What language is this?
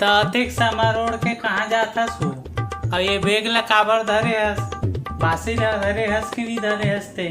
Chhattisgarhi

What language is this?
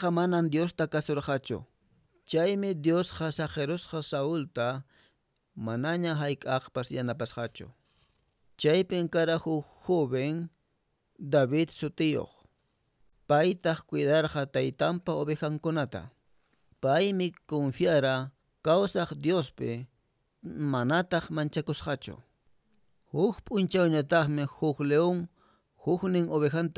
Quechua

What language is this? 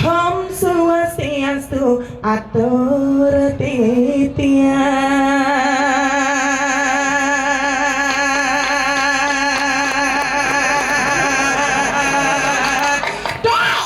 Balinese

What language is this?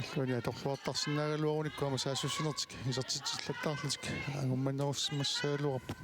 Kalaallisut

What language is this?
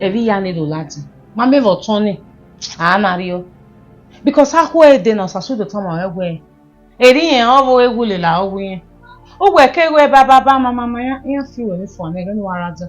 Bini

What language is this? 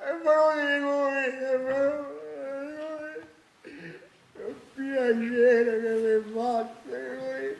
Neapolitan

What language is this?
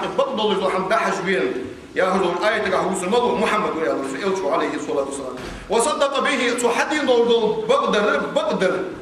Ingush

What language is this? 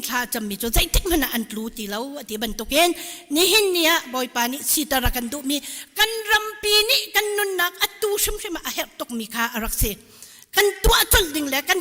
Hakha Chin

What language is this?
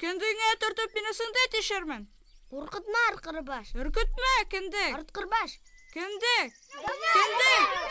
Bashkir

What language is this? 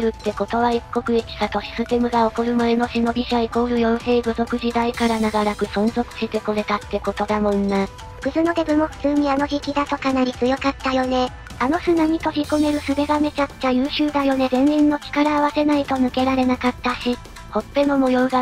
Japanese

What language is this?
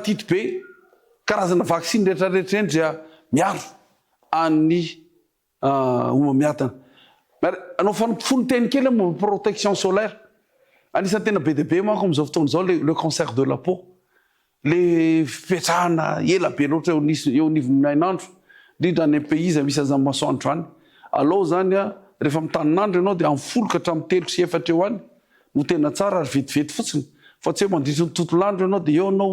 Malagasy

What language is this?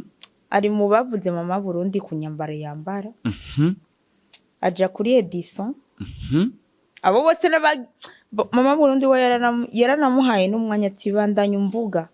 Rundi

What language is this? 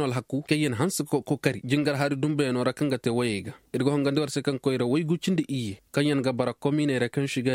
Koyraboro Senni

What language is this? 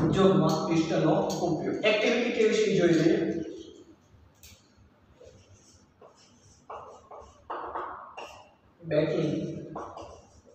Gujarati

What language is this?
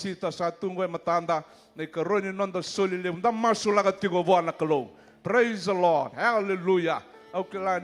Fijian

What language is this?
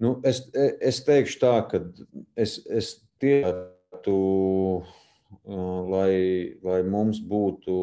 Latvian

